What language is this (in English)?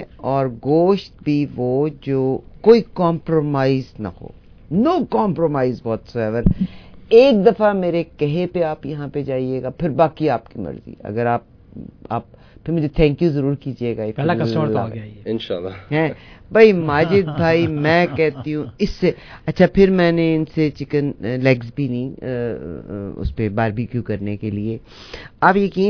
Urdu